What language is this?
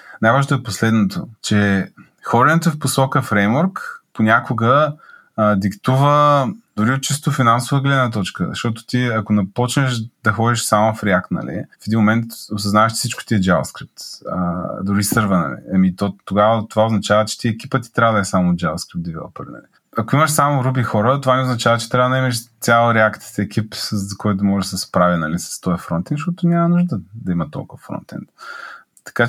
Bulgarian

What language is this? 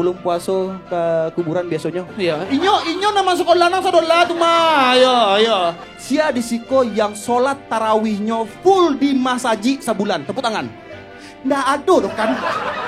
Minangkabau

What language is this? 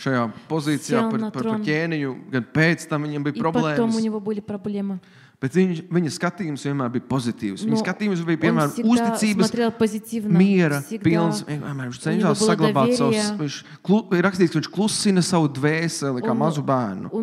Latvian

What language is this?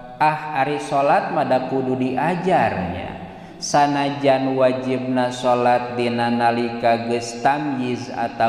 Sundanese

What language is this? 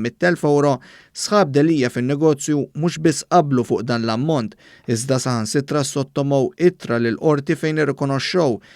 Maltese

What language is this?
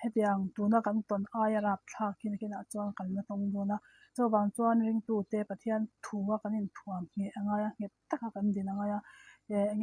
Mizo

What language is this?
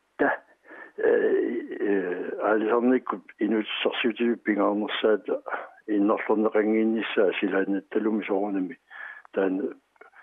Kalaallisut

